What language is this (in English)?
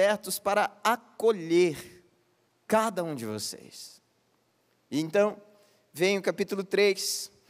Portuguese